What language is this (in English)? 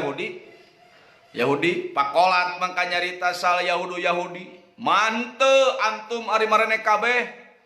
Sundanese